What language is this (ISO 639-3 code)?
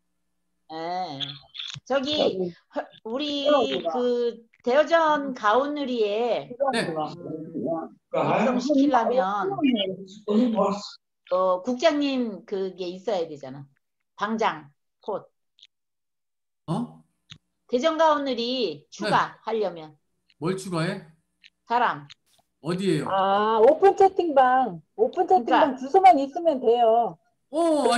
kor